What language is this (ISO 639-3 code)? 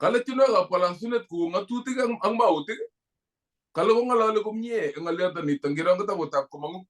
kln